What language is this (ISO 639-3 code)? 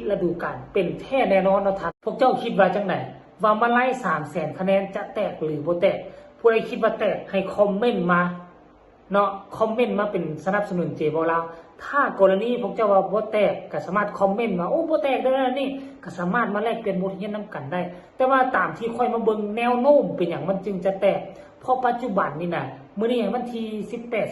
tts